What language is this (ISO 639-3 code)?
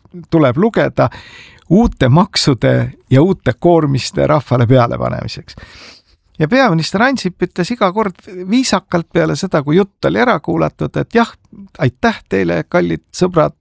est